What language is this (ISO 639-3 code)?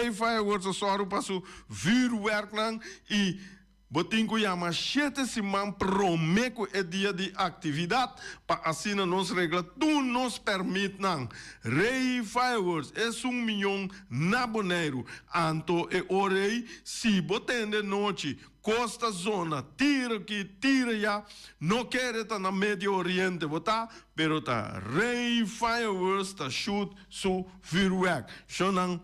pap